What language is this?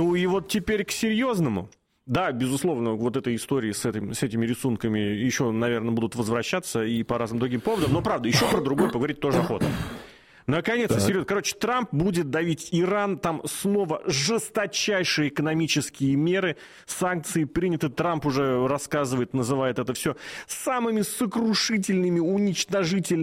Russian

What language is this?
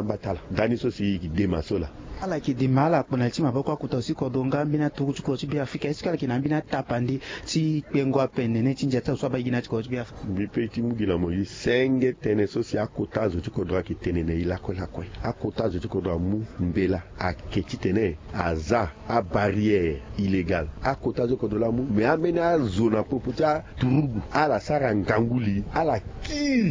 Sango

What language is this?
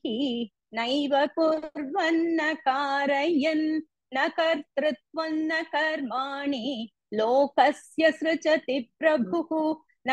Sanskrit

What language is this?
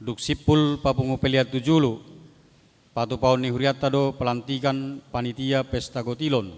Batak Toba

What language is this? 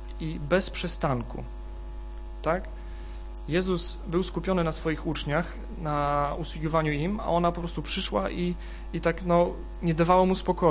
Polish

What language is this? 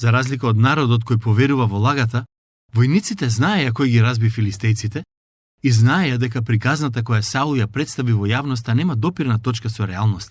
Macedonian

